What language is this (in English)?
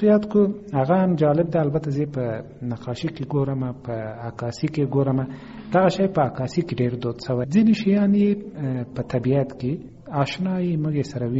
Pashto